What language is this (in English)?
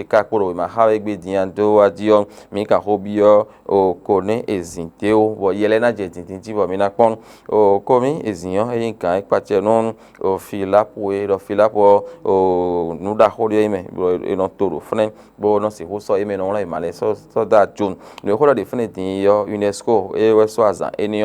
Fon